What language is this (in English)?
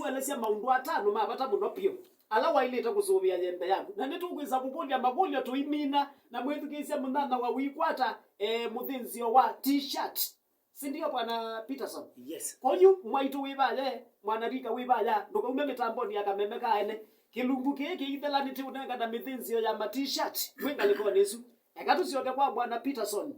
Kamba